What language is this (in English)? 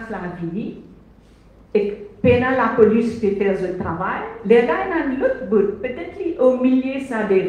Morisyen